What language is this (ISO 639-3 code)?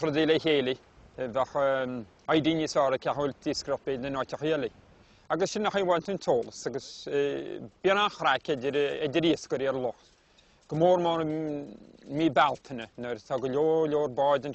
gle